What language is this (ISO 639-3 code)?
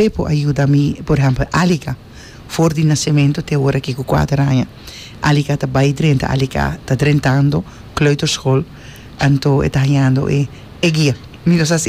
pap